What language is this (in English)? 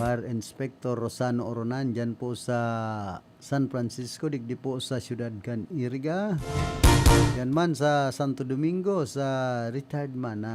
Bikol